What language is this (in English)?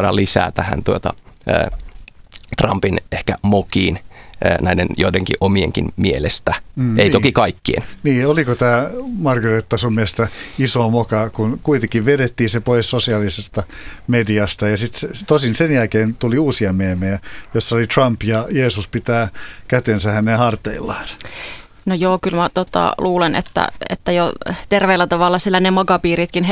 Finnish